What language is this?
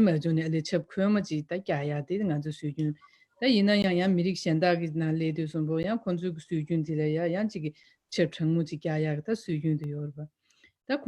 Tibetan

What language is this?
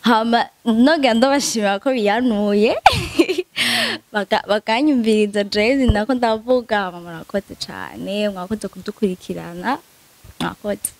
Rundi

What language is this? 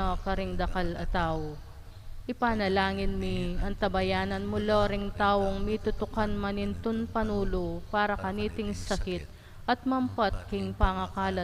Pampanga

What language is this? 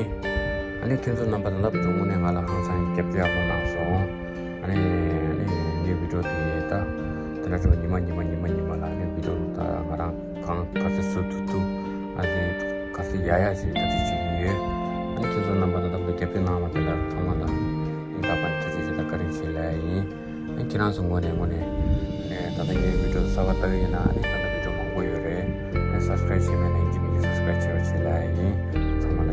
Tibetan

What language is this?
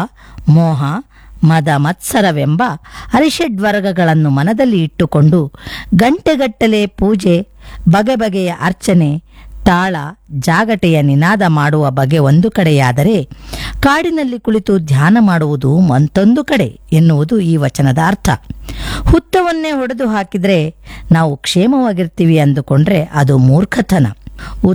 Kannada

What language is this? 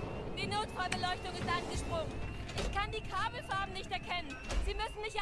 Bavarian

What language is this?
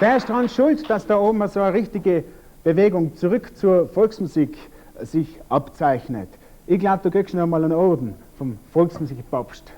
Bavarian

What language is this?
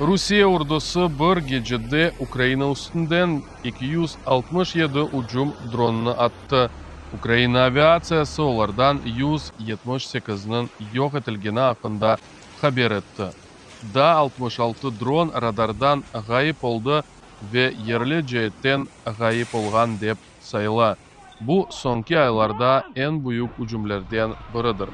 Crimean Tatar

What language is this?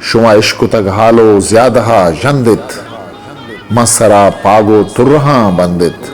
Eastern Balochi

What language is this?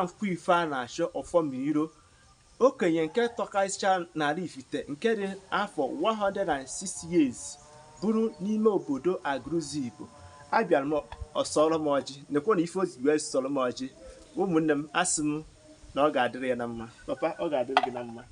Igbo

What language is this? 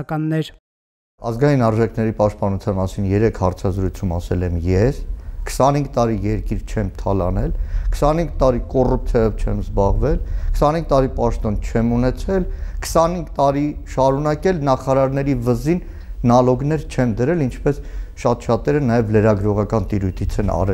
Armenian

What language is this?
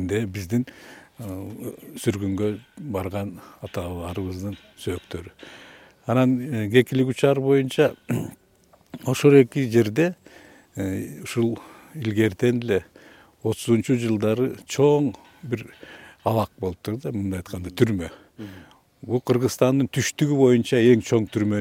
Kyrgyz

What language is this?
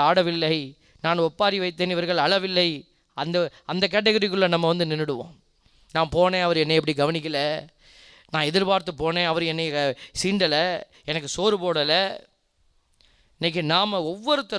Tamil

